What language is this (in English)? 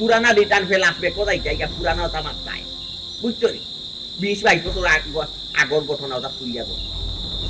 Sylheti